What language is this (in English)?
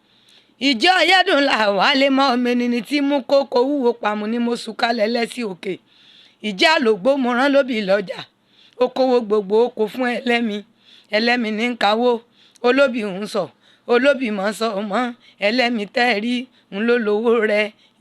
Yoruba